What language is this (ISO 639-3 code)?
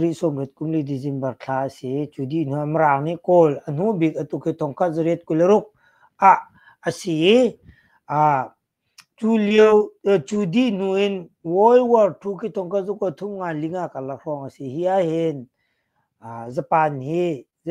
cnh